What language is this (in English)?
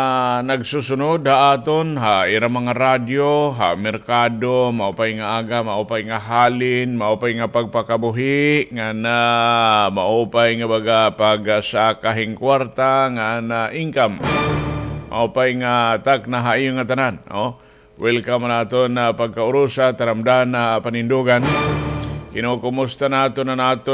Waray